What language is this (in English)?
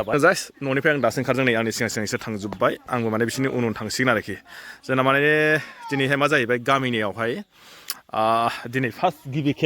Bodo